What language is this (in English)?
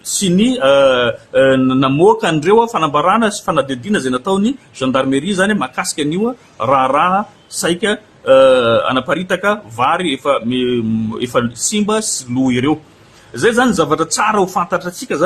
Malagasy